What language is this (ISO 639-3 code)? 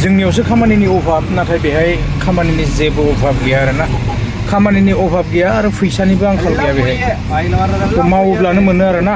brx